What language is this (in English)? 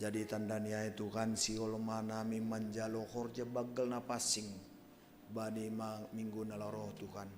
Batak Simalungun